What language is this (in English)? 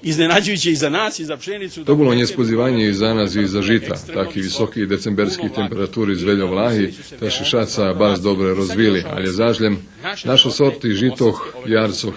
Rusyn